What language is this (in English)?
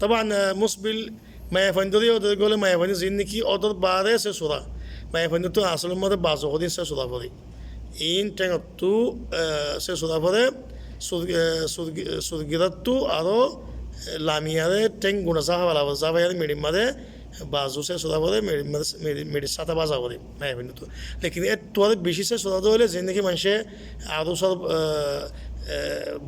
Rohingya